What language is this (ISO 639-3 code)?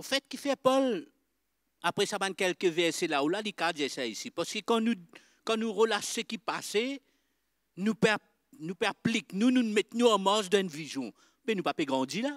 mfe